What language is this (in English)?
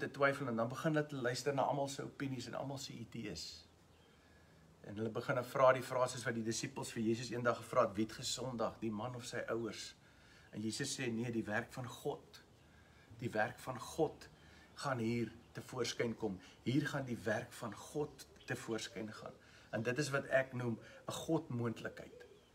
Afrikaans